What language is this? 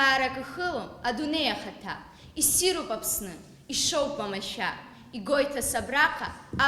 Abkhazian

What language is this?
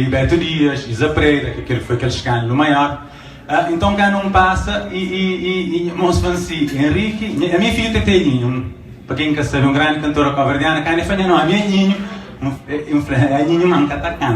Kabuverdianu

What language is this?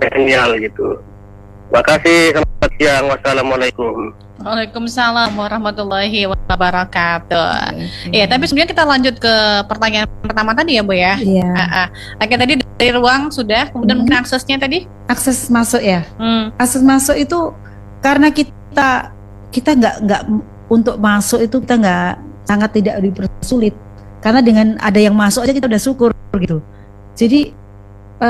Indonesian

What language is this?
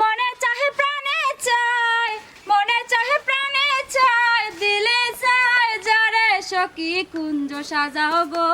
Sylheti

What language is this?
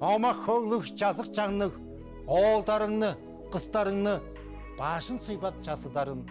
Tuvinian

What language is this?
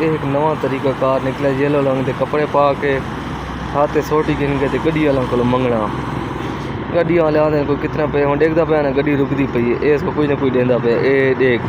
Saraiki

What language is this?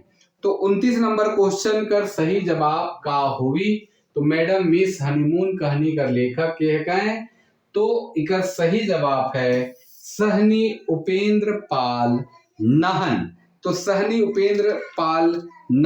Sadri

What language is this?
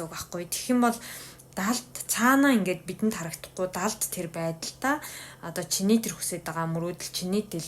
Mongolian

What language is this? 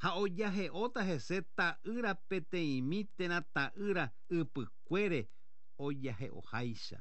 Guarani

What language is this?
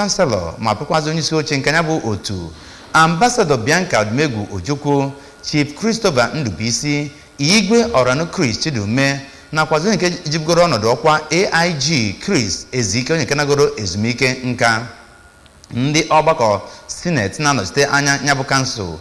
Igbo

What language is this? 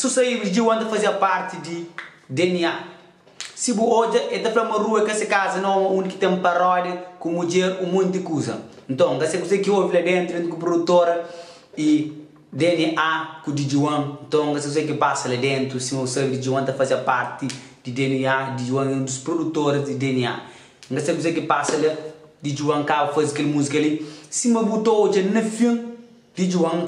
Kabuverdianu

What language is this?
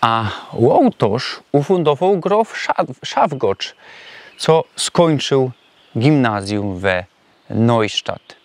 Silesian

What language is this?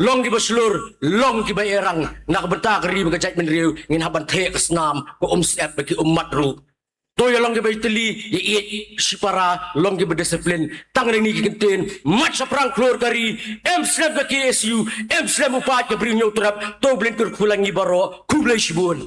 Khasi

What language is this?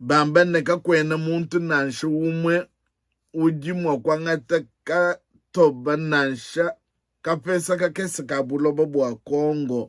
Luba-Lulua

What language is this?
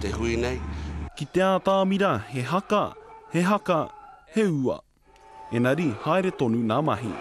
Māori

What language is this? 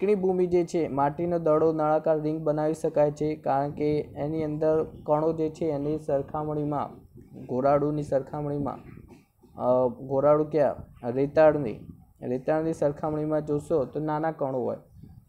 Gujarati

